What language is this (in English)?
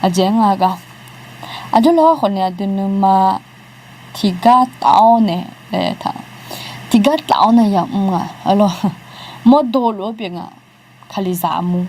Akha